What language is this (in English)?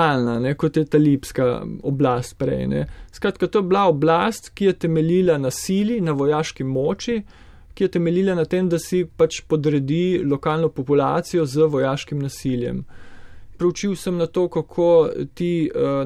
Slovenian